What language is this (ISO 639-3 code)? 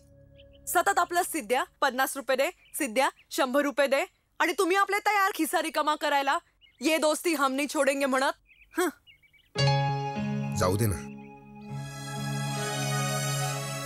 mar